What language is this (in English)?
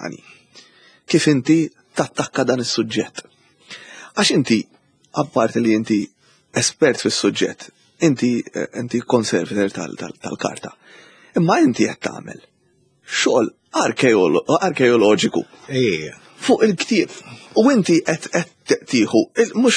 Maltese